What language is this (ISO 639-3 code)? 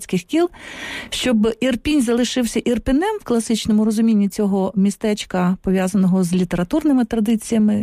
ukr